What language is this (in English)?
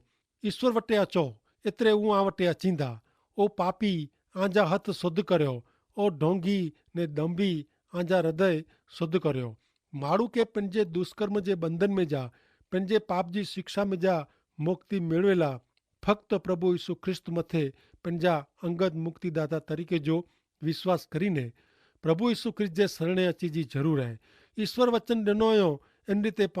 Kachhi